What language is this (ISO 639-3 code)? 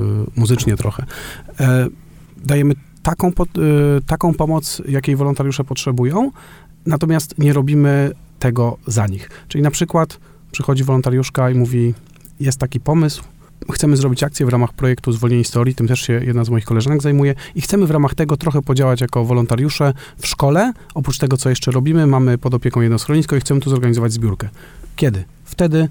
pol